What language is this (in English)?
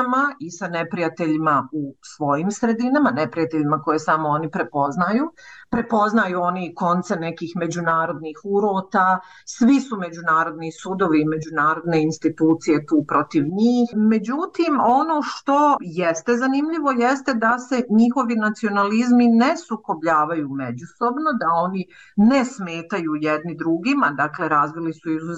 Bosnian